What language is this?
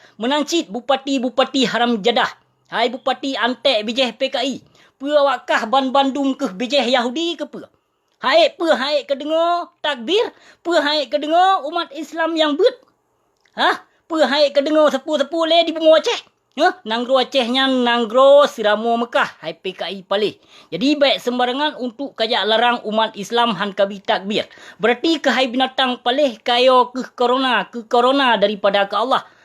Achinese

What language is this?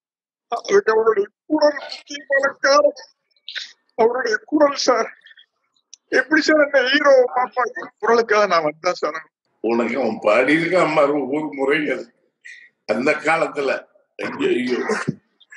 Tamil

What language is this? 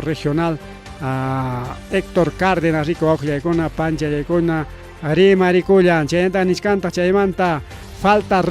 Ayacucho Quechua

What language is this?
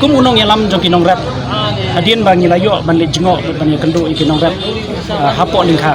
Khasi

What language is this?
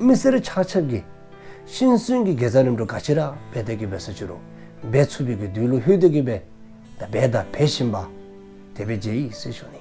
Dzongkha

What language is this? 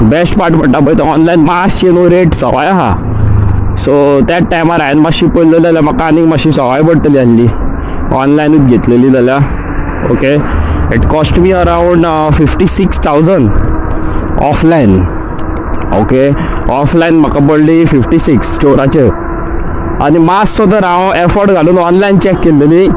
Konkani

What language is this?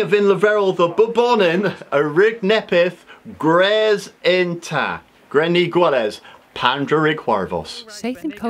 Cornish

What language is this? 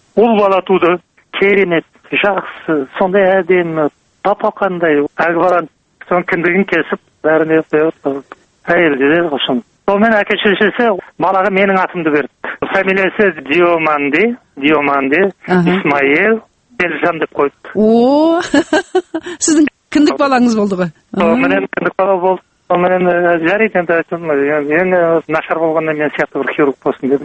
Kazakh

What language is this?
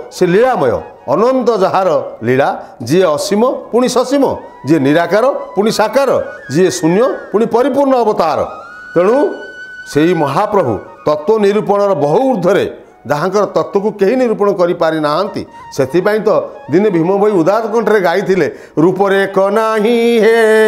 Odia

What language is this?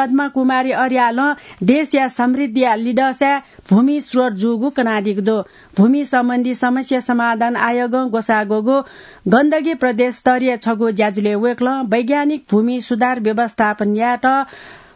Newari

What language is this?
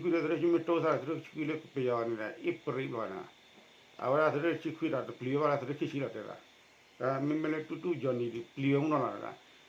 S'gaw Karen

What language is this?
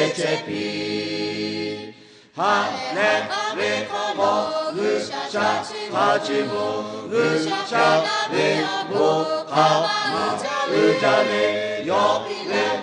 Lahu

